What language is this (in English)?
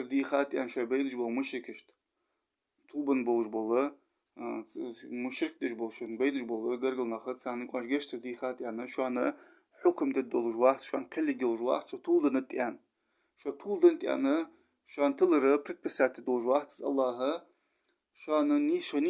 Ingush